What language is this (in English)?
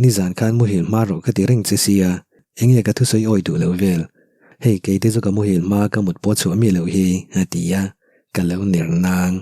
Mizo